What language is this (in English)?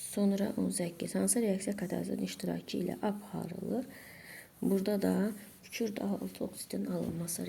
Azerbaijani